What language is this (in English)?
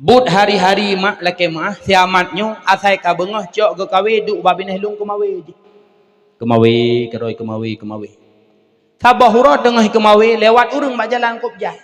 Achinese